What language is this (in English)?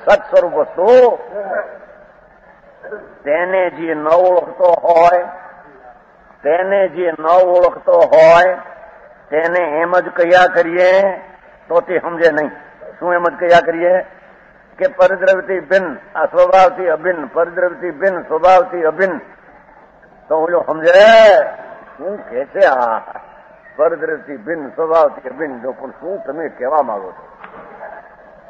Gujarati